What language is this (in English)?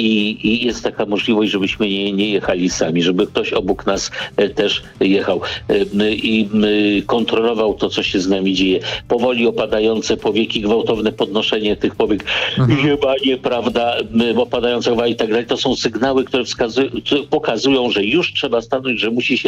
Polish